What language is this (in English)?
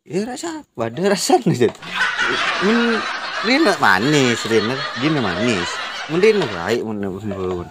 Madurese